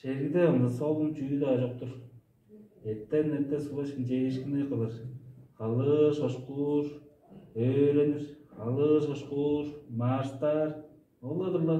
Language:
Tuvinian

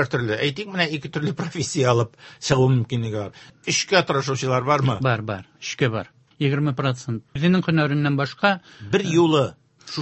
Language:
Tatar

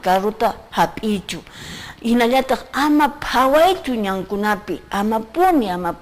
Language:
Quechua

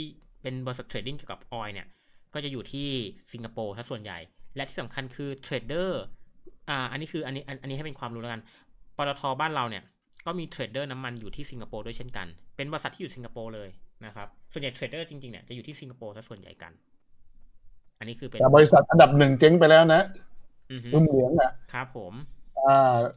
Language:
Thai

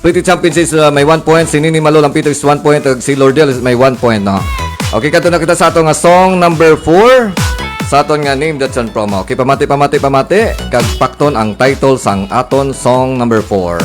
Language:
Hiligaynon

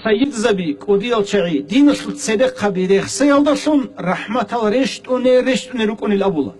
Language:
Avaric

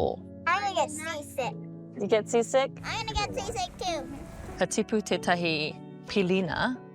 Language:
Māori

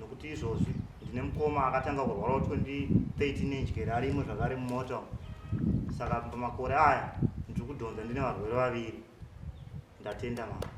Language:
Shona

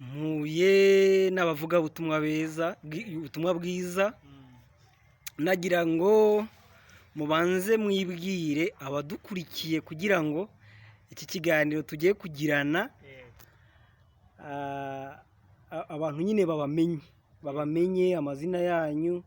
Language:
Kinyarwanda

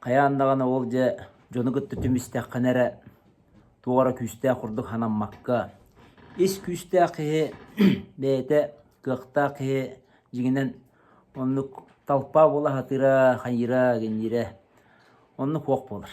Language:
Yakut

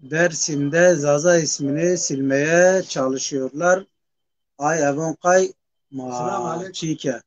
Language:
Zaza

